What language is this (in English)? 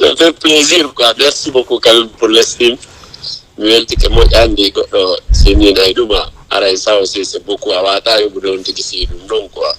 Fula